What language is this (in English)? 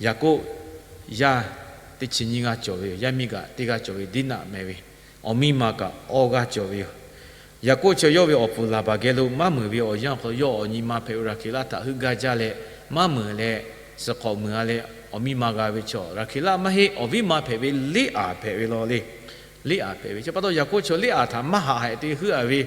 Lahu